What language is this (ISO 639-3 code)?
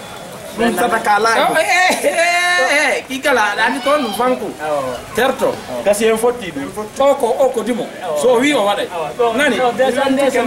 ful